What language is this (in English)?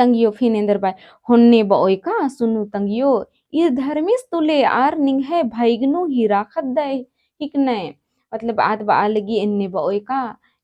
Kurukh